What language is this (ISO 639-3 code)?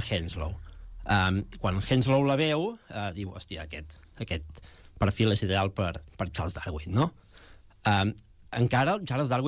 cat